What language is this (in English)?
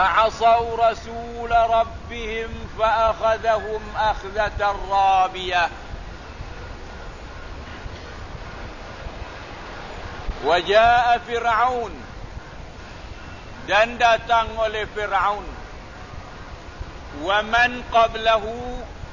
Malay